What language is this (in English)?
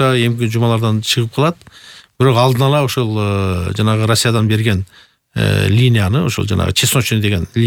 Kyrgyz